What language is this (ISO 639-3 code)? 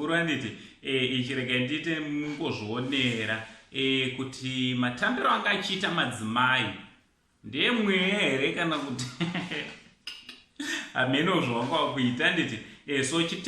sna